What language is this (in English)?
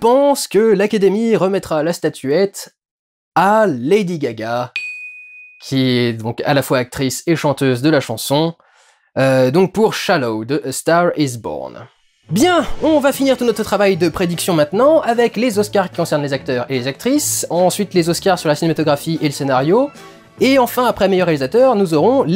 French